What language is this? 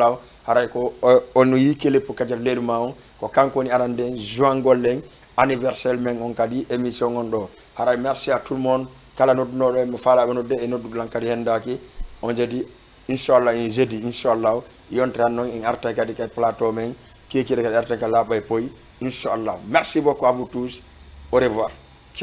Fula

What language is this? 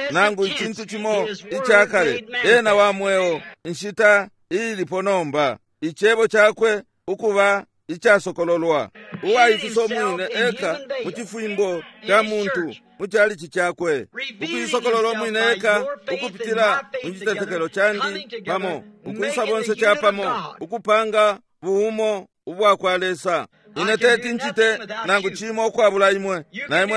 Bemba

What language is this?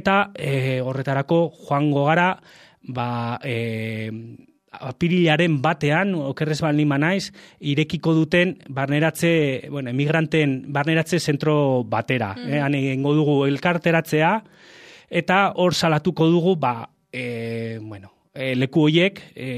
Basque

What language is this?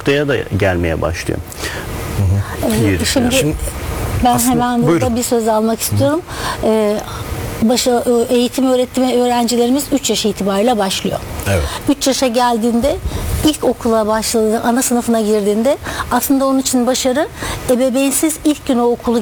Turkish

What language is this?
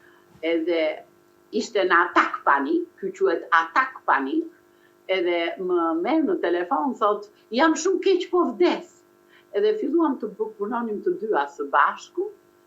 Albanian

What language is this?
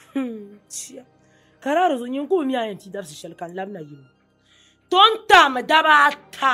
Dagbani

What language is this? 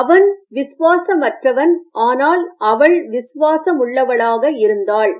Serbian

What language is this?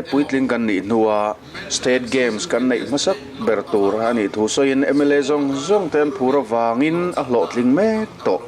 Mizo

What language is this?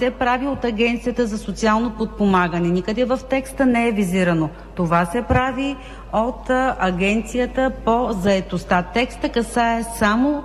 Bulgarian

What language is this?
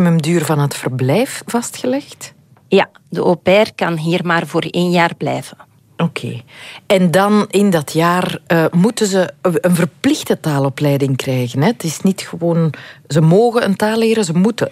Dutch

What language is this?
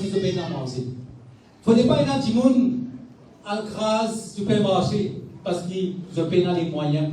Morisyen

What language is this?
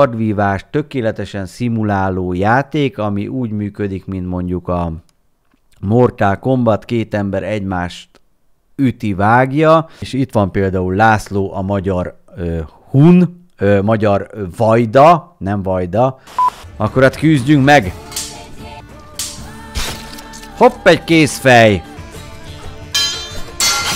Hungarian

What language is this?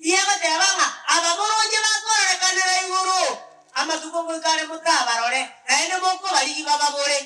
Gusii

